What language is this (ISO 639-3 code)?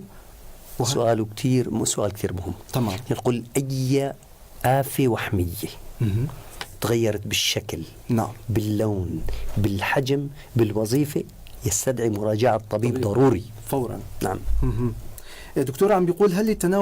apc